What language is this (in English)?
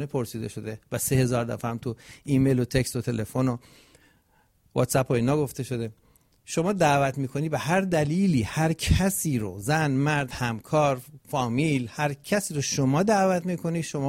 Persian